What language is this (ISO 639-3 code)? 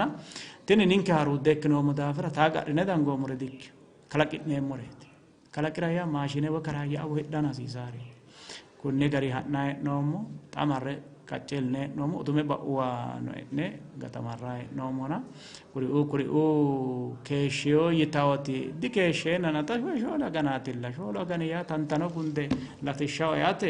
sid